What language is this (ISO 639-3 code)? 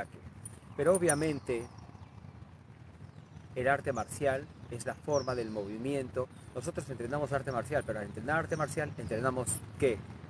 spa